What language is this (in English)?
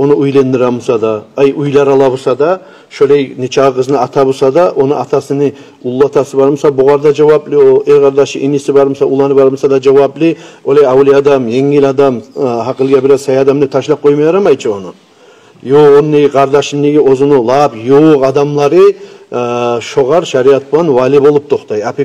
Kumyk